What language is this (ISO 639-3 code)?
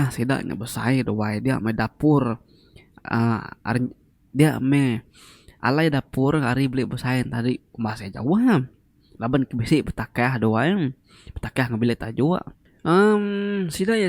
iba